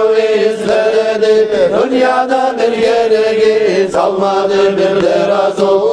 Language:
Kumyk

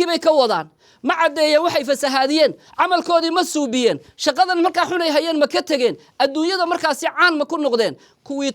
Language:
Somali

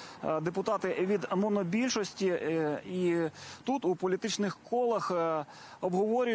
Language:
Ukrainian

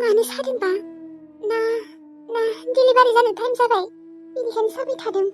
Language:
Bodo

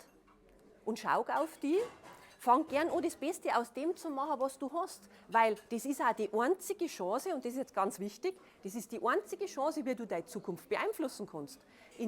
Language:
Bavarian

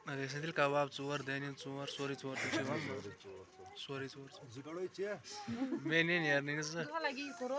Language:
Kashmiri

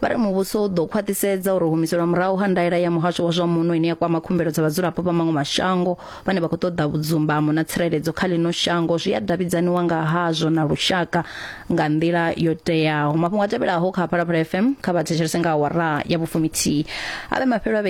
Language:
Venda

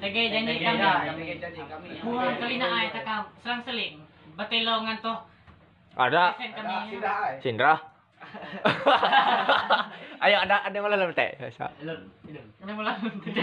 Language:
Ma'anyan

